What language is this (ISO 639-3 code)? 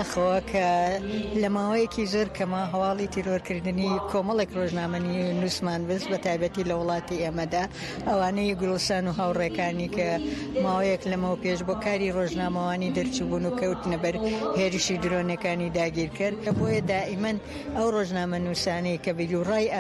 ckb